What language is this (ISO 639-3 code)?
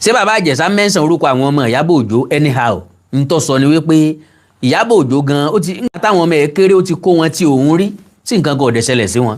yor